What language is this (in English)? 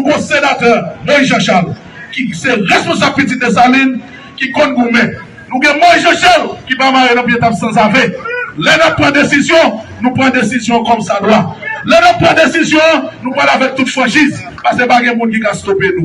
Haitian Creole